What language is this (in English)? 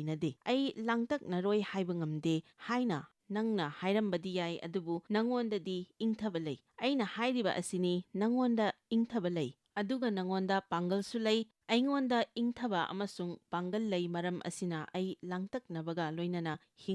Manipuri